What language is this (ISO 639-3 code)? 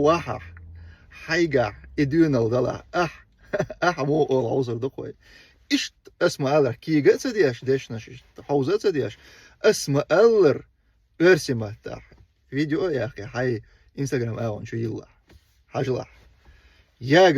che